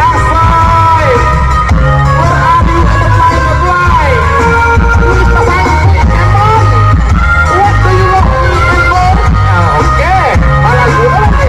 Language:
Minangkabau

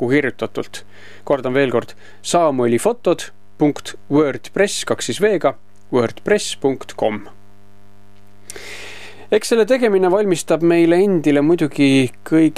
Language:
Estonian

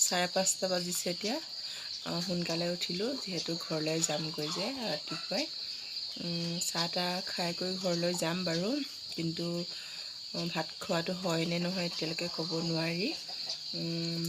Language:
Assamese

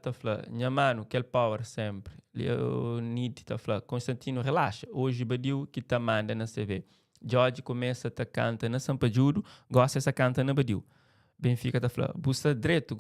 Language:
Kabuverdianu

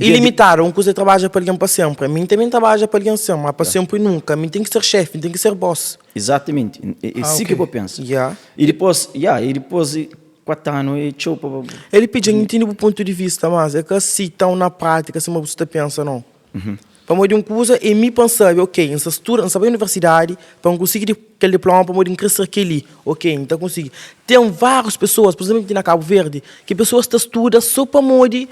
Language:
Kabuverdianu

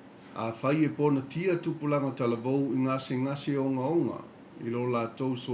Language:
Samoan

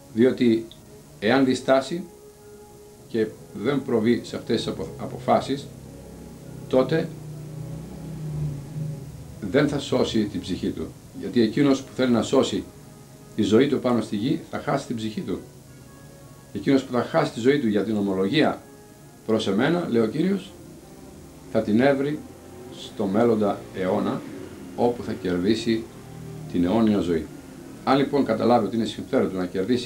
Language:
Greek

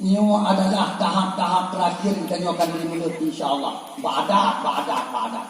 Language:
Achinese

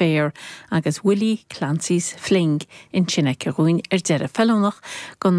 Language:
Irish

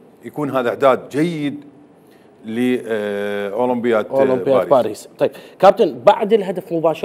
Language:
Mesopotamian Arabic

